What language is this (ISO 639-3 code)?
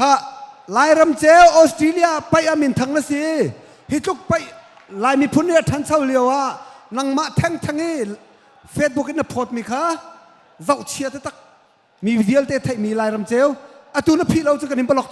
cnh